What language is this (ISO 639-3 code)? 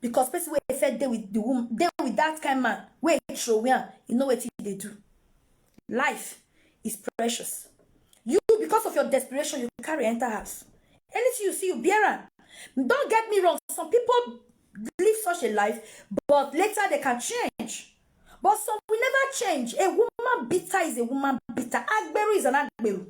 pcm